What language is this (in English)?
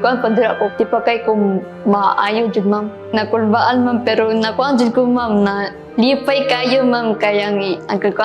Cebuano